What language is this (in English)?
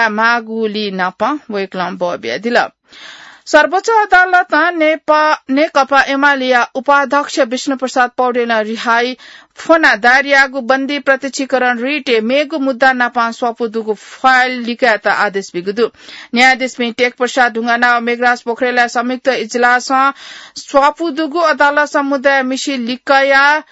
Newari